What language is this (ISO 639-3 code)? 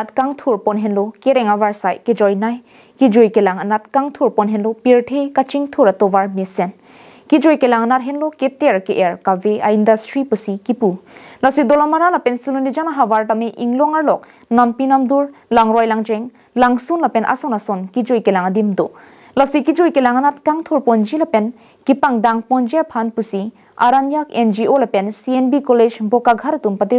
mjw